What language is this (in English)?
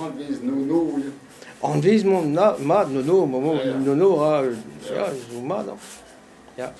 Breton